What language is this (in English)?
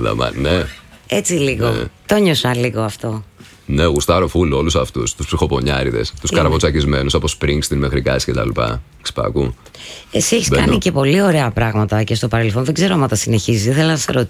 Greek